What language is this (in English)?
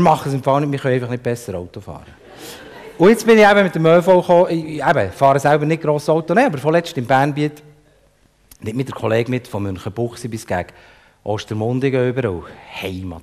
Swiss German